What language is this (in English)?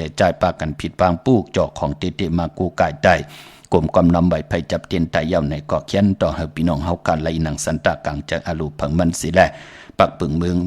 Shan